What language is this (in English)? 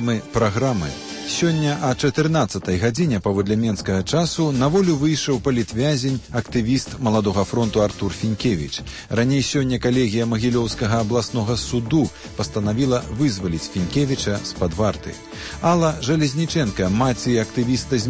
Belarusian